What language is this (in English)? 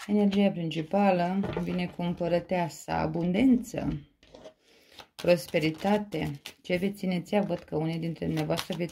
Romanian